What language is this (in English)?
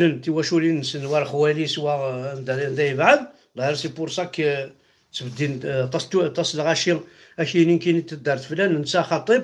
Kabyle